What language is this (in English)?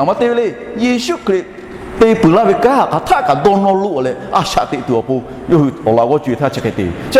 Lahu